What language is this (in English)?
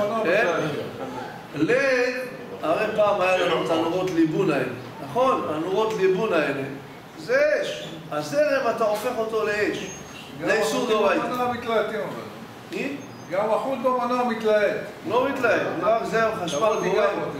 Hebrew